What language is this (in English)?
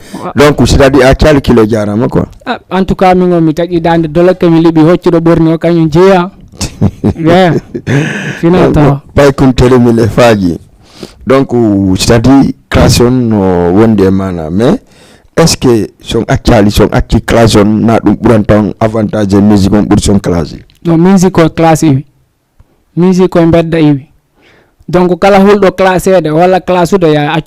Fula